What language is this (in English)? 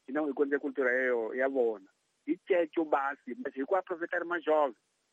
Tsonga